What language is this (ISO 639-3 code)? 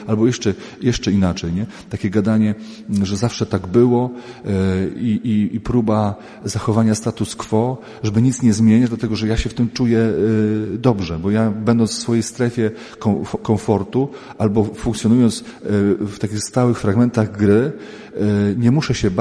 pol